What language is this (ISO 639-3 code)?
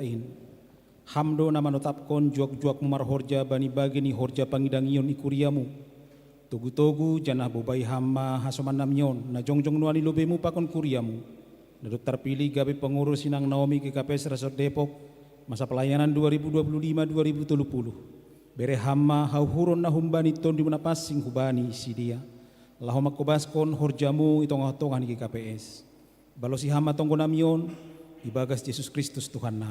bts